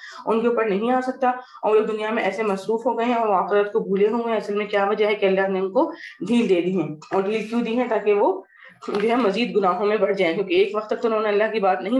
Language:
Urdu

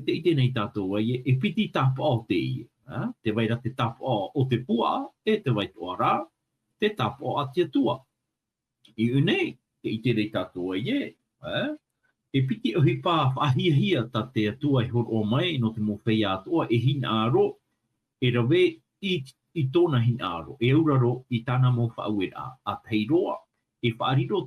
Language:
Tahitian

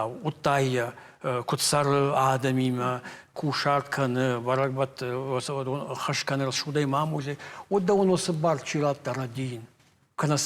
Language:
Ossetic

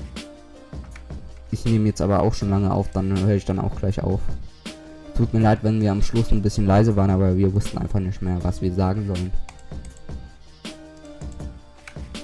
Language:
German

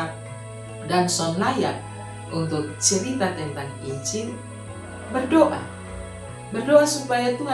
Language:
Kupang Malay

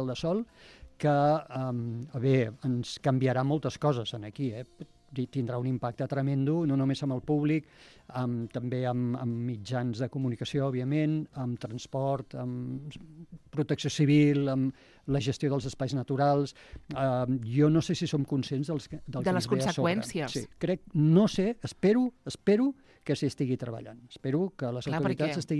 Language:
Catalan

